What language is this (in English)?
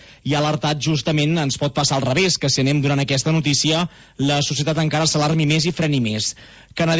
Catalan